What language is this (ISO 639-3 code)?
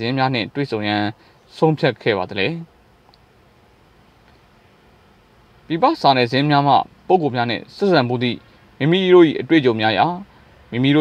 mya